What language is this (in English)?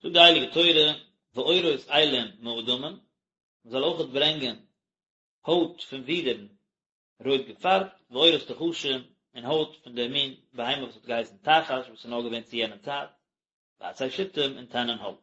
Yiddish